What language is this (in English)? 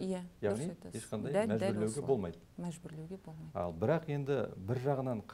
Kazakh